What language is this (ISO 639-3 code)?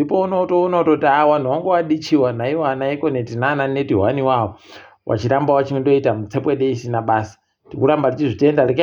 ndc